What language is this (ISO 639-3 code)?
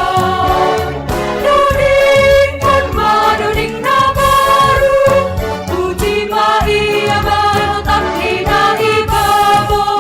bts